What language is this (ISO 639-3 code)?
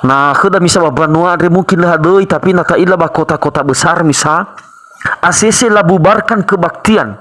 nia